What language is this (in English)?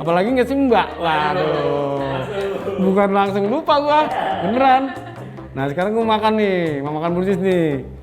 Betawi